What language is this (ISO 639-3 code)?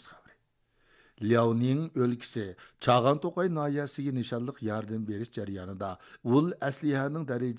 uig